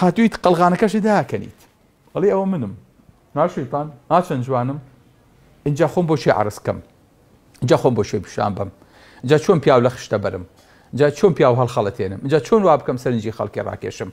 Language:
Central Kurdish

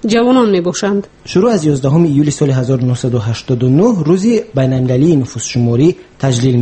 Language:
Persian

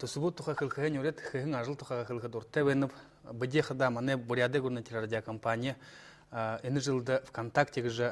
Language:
Buriat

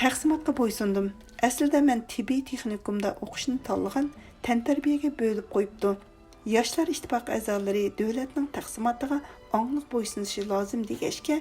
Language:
Uyghur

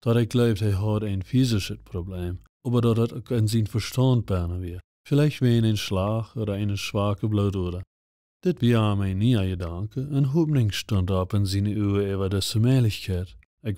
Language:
Plautdietsch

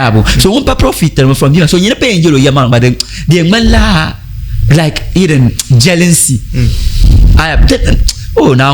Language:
Dagbani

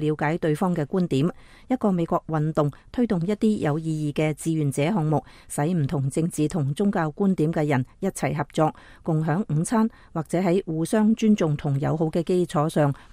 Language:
Cantonese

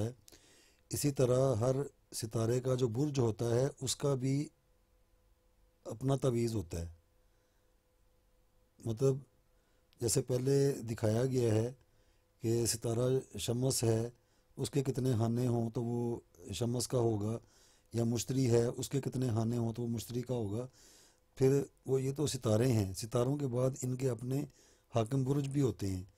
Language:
Urdu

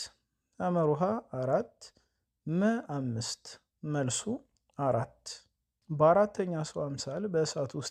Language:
Amharic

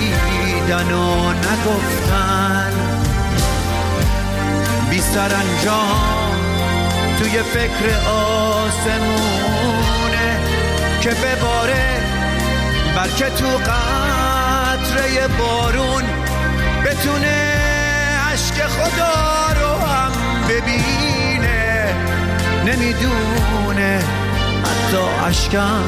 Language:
Persian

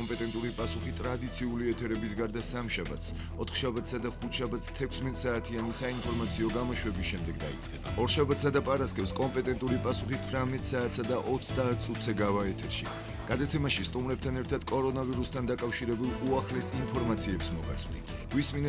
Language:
Georgian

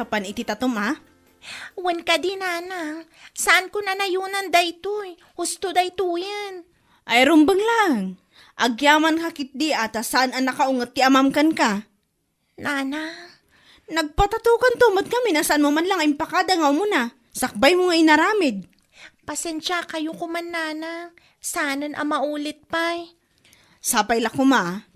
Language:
Iloko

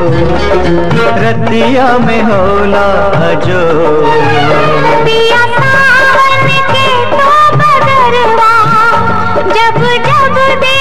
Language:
Bhojpuri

